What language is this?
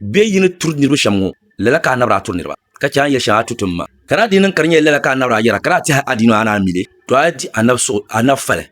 Dagbani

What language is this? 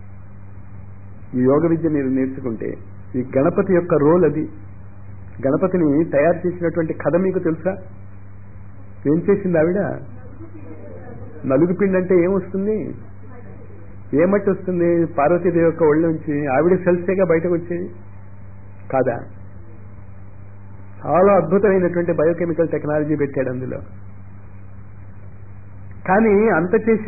Telugu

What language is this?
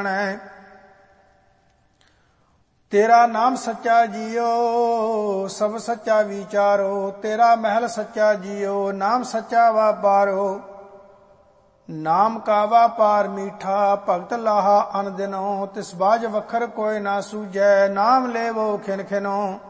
Punjabi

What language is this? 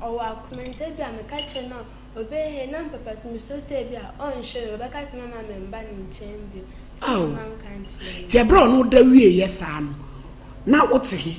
Akan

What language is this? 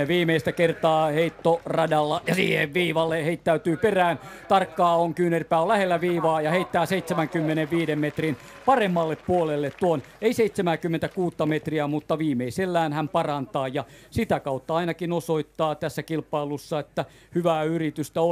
Finnish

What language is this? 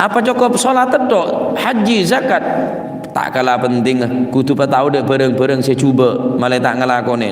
Madurese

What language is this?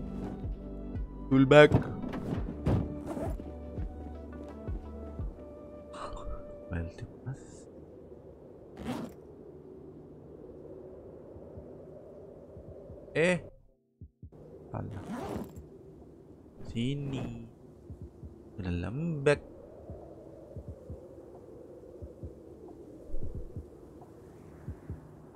Malay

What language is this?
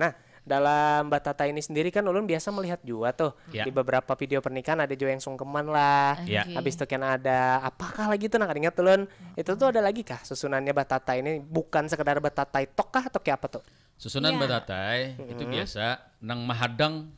Banjar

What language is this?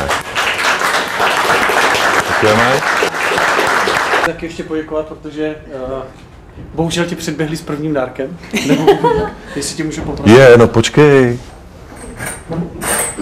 Czech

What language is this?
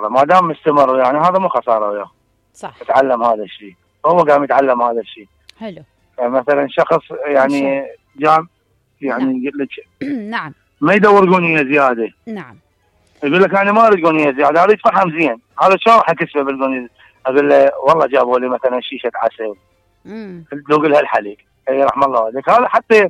Mesopotamian Arabic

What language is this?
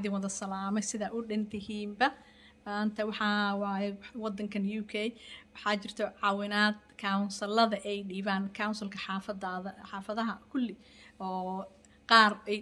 Somali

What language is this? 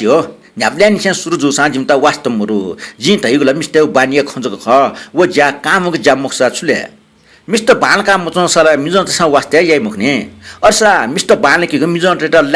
Newari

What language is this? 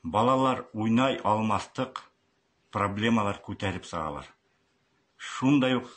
Bashkir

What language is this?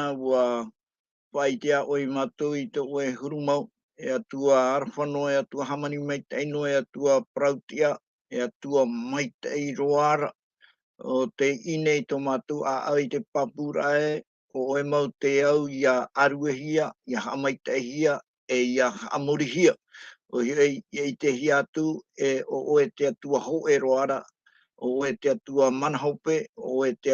Tahitian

